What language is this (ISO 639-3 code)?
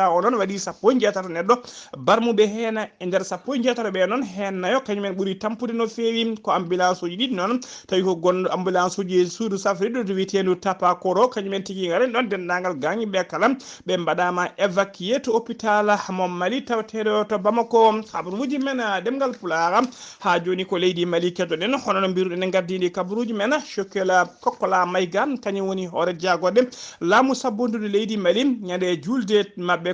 ful